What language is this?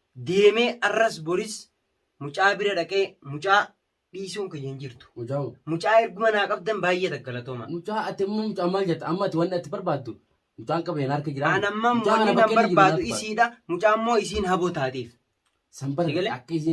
Oromo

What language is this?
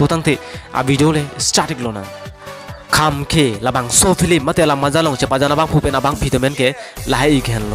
Karbi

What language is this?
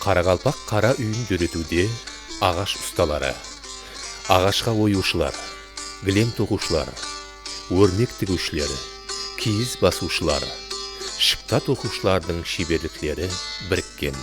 Kara-Kalpak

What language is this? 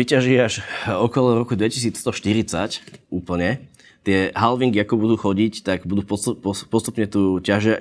Slovak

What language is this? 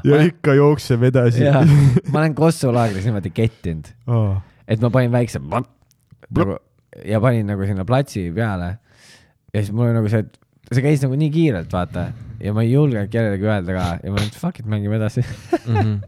Estonian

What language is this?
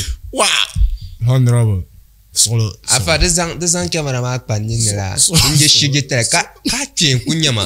Dagbani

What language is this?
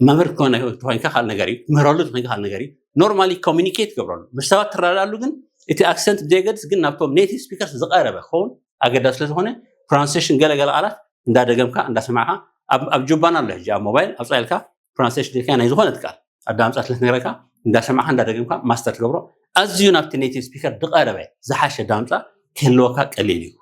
Tigrinya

